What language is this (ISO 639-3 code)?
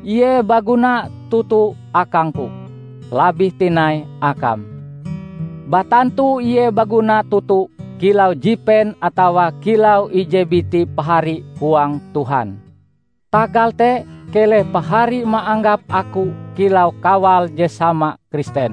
nij